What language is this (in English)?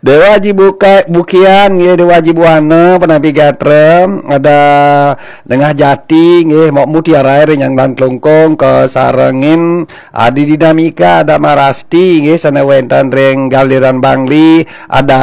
Balinese